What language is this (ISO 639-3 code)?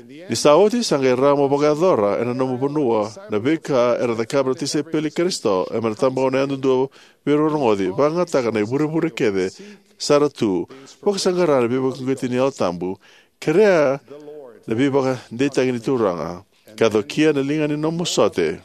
fij